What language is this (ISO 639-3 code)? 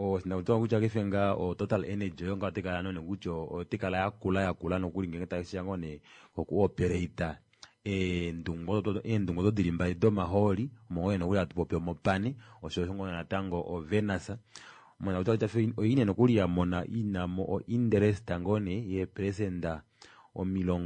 kua